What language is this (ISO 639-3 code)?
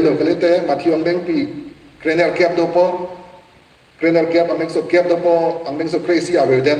mjw